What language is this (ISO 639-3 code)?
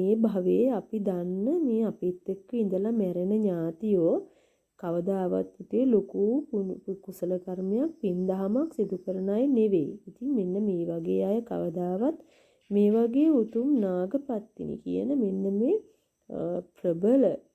sin